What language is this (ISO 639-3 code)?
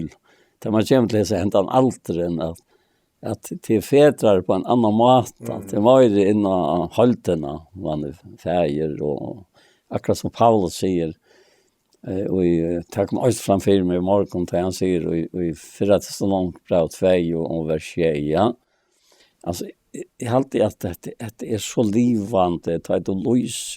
fao